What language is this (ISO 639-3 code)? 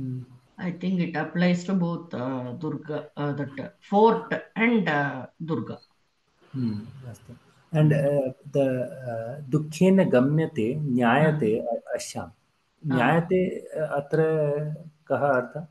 san